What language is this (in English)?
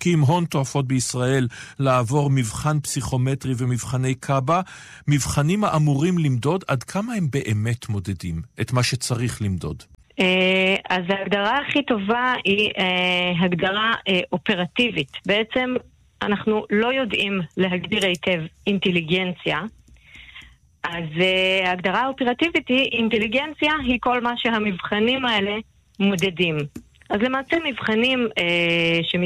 Hebrew